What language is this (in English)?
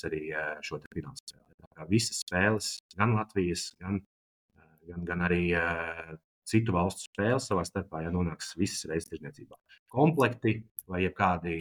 Latvian